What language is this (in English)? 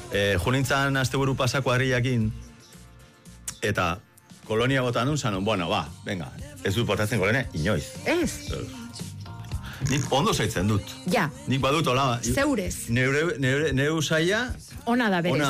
Basque